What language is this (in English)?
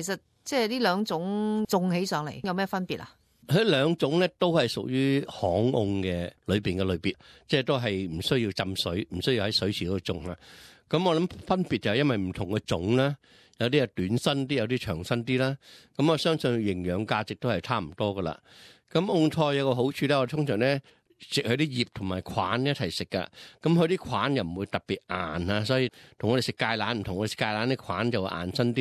Cantonese